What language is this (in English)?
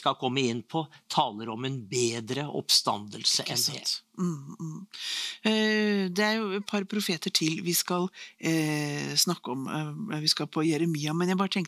Norwegian